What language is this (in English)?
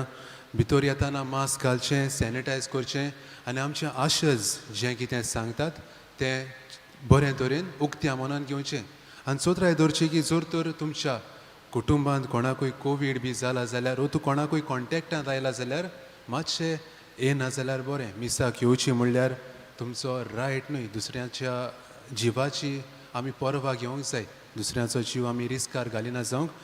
Konkani